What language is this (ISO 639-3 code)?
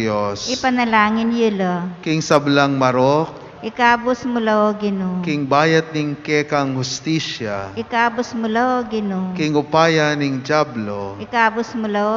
pam